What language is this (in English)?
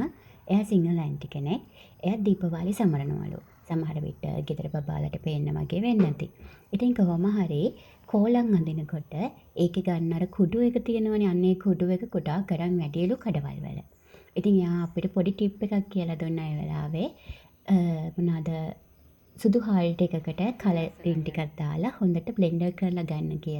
Sinhala